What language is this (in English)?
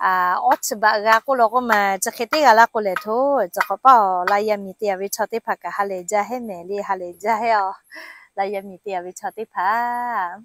Lahu